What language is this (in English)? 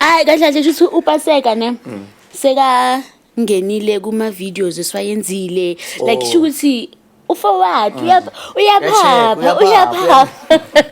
Zulu